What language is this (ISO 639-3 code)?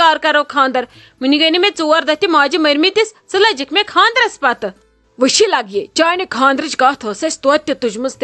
kas